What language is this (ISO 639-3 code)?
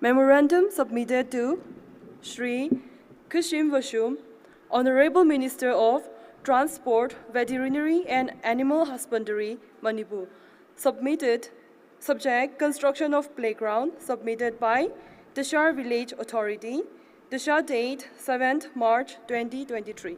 nmf